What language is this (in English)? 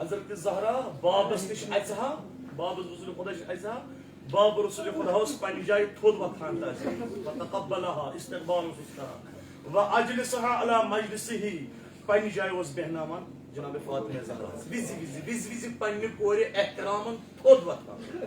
Kashmiri